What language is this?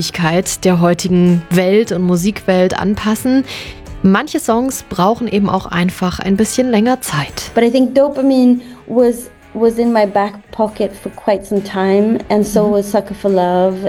German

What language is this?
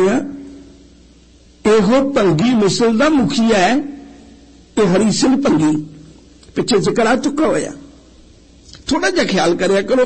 Punjabi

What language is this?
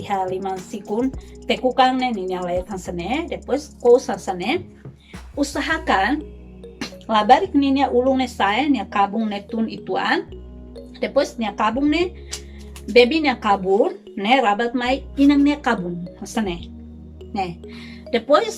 Tetum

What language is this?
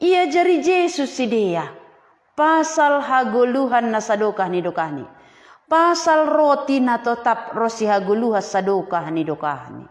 Batak Simalungun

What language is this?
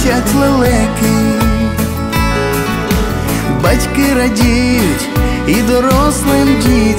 Ukrainian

